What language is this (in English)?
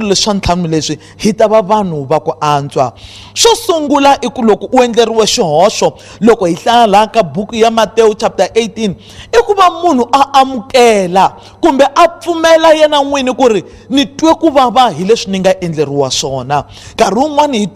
Tsonga